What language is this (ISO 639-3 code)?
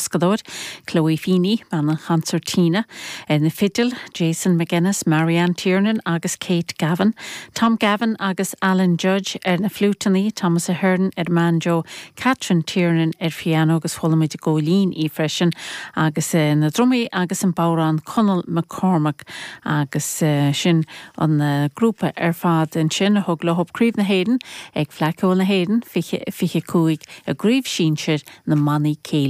gle